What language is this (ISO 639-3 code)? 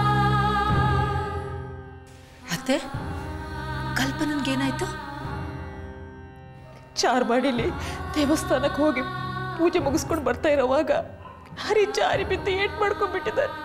kan